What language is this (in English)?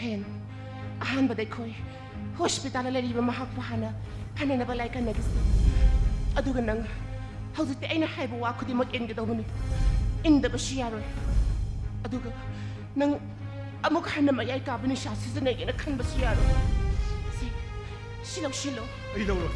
Manipuri